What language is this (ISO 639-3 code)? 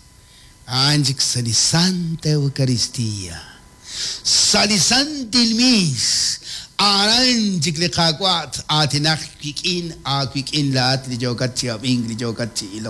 kek